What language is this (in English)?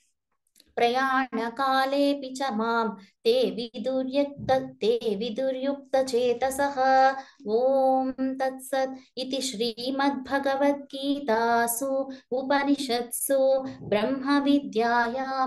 Sanskrit